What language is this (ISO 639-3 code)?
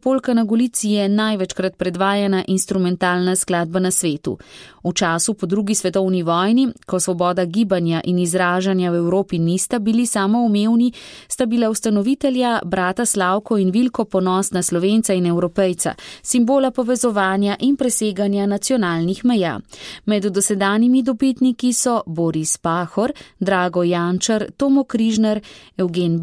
slv